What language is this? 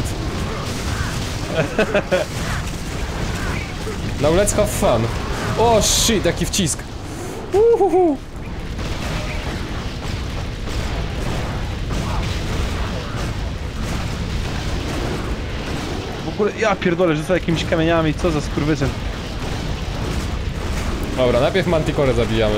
Polish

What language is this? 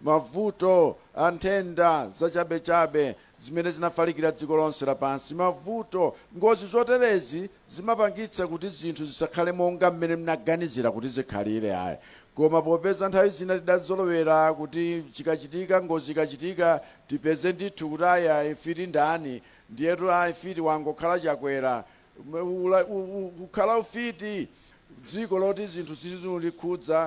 Nyanja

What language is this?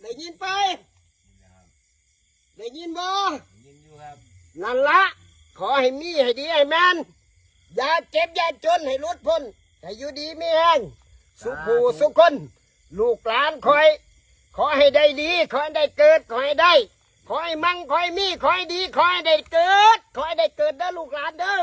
Northeastern Thai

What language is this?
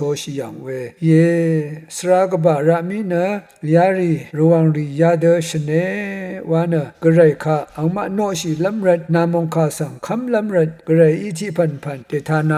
Rawang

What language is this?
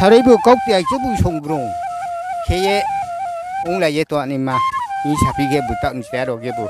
Riang (India)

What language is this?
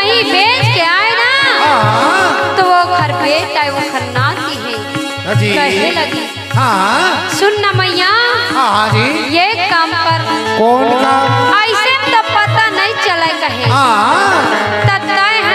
Chhattisgarhi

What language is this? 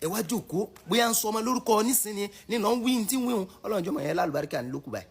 Yoruba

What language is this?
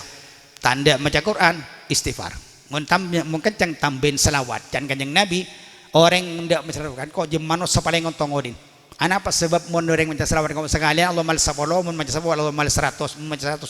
Madurese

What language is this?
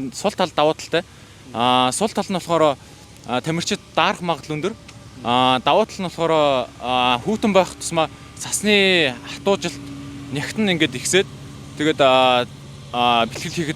Mongolian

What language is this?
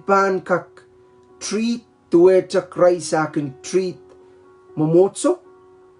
Pohnpeian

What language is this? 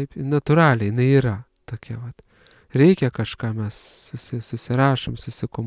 Lithuanian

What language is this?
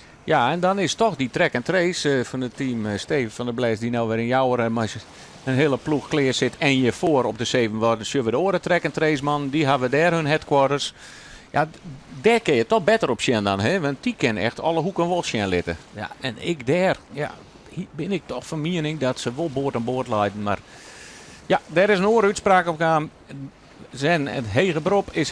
Western Frisian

